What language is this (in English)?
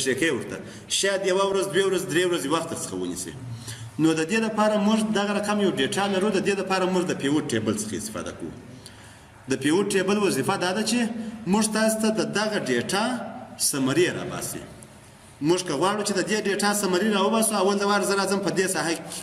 Pashto